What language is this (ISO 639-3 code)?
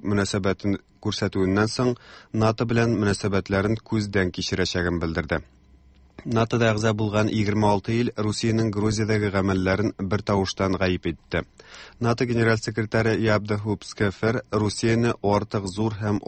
tat